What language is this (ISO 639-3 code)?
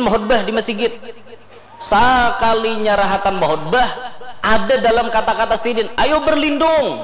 bjn